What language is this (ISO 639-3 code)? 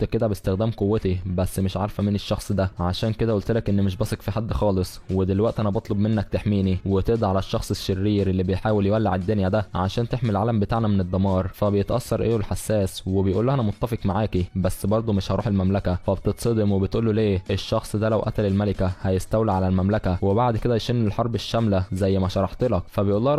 arz